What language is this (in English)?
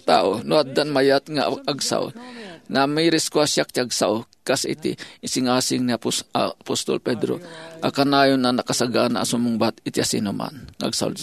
Iloko